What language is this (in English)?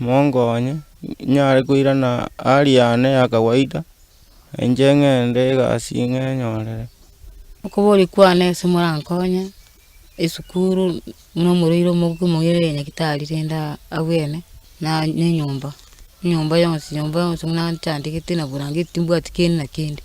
Gusii